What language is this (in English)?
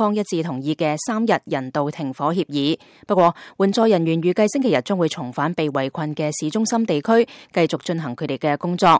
Cantonese